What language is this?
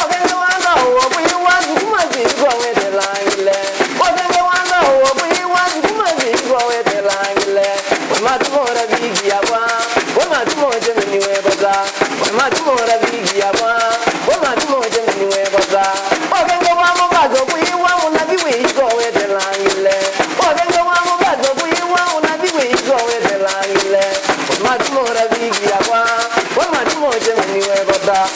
Kamba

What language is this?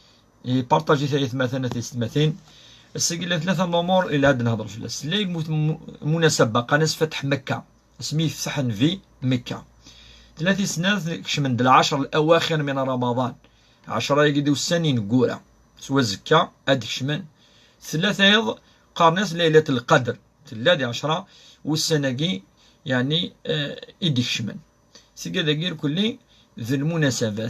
Kabyle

